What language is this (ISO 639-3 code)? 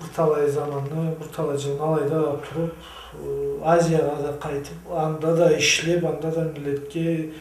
krc